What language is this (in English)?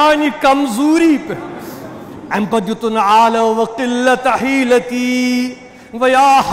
Kashmiri